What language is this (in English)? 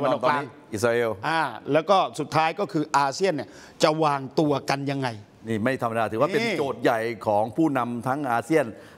Thai